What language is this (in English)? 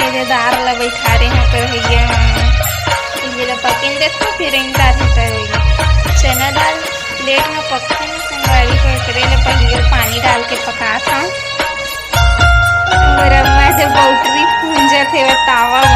Chhattisgarhi